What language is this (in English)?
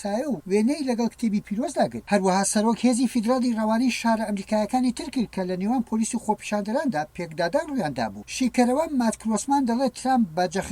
Central Kurdish